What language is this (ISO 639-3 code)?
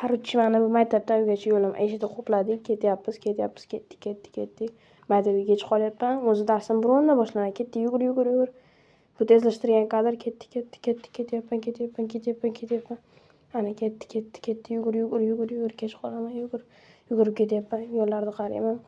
uzb